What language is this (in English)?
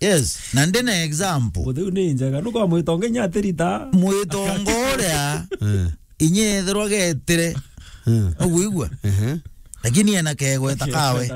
Meru